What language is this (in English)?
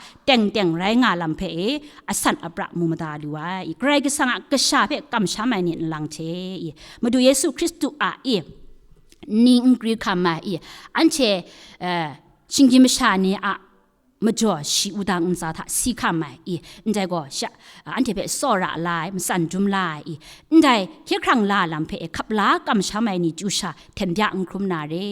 Kachin